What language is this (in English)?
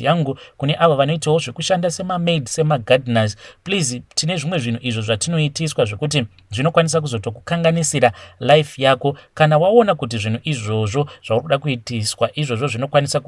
Shona